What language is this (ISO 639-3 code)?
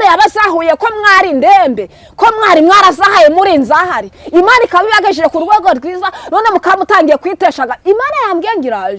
kin